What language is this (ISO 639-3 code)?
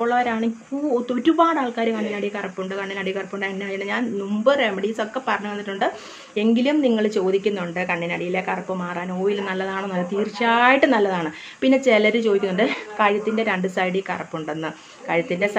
mal